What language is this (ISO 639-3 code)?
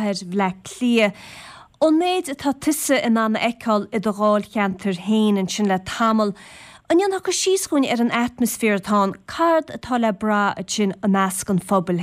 gle